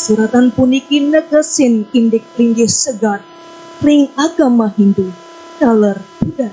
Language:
Balinese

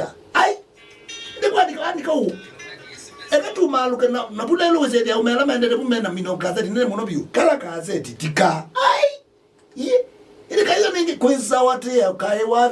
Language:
Kamba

